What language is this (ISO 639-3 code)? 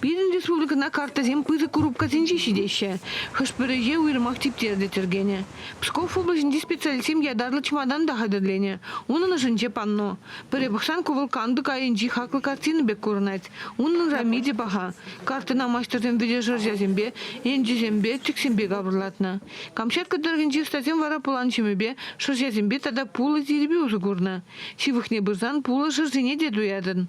chv